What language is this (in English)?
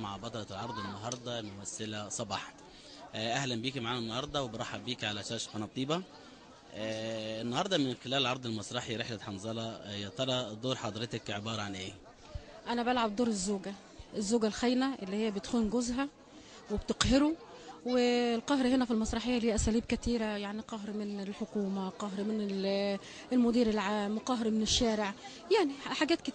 Egyptian Arabic